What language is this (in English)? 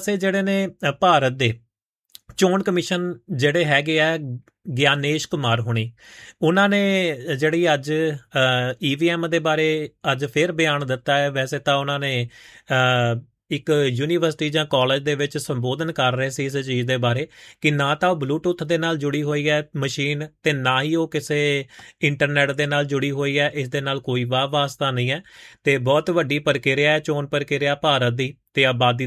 Punjabi